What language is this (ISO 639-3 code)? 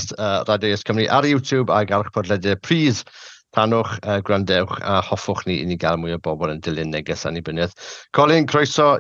cym